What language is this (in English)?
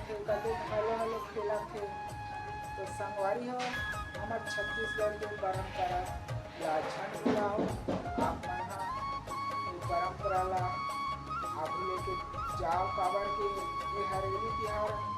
Chhattisgarhi